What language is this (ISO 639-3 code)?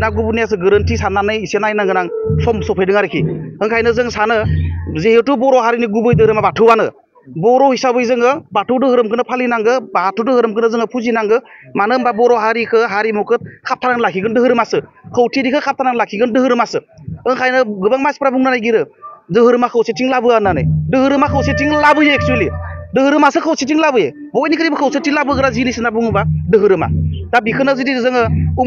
brx